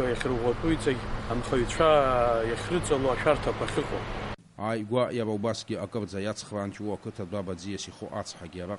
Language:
Abkhazian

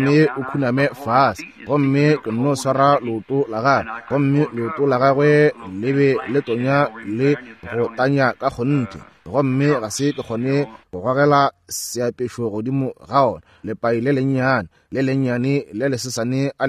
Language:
Northern Sotho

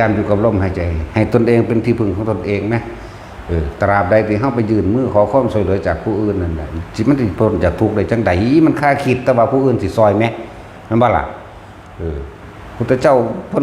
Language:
Northeastern Thai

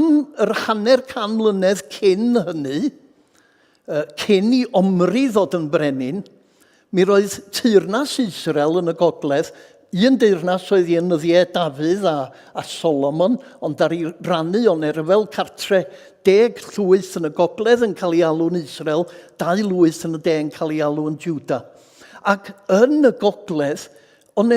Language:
Welsh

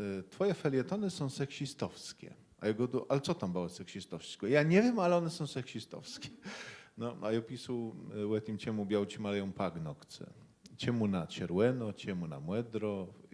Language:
Kashubian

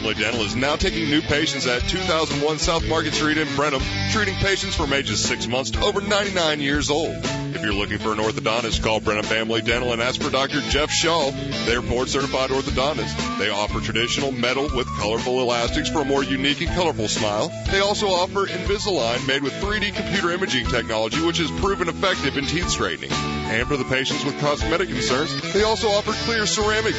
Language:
English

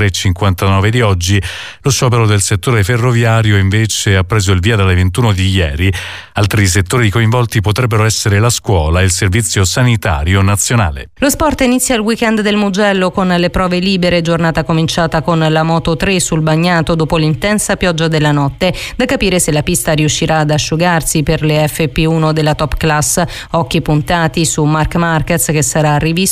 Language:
Italian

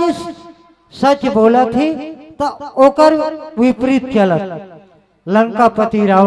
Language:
Chhattisgarhi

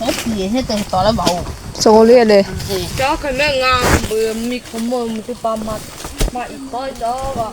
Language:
Lahu Shi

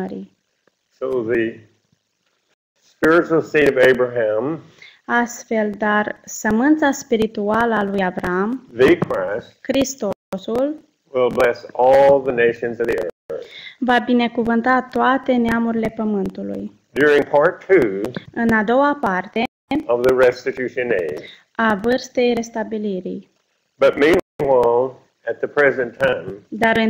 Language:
Romanian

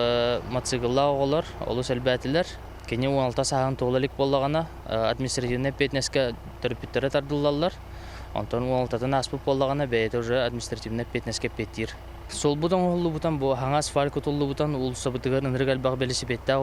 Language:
Yakut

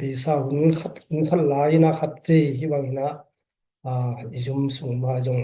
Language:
Tedim Chin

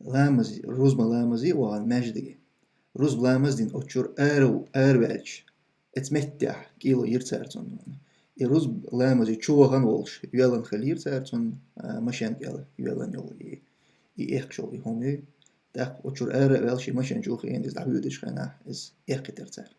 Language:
Chechen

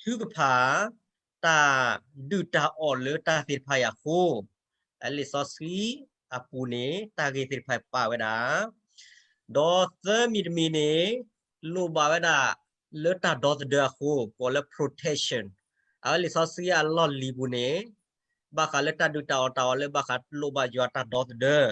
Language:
S'gaw Karen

